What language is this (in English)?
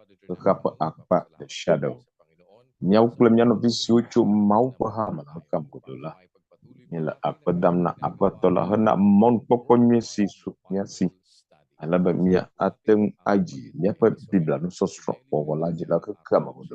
Ewe